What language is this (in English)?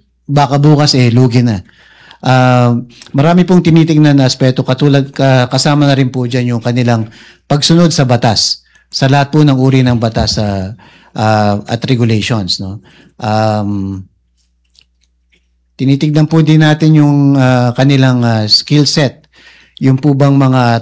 Filipino